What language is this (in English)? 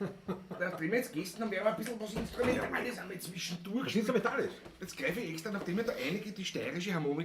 Bavarian